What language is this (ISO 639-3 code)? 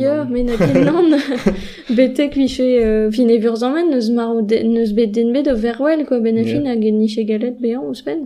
bre